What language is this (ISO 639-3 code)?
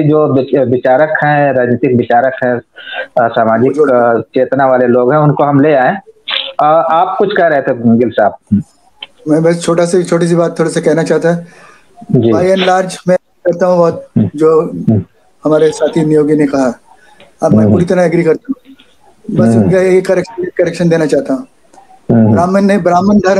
hin